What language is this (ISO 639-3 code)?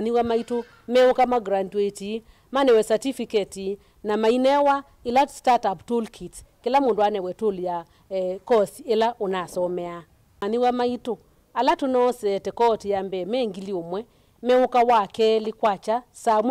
kam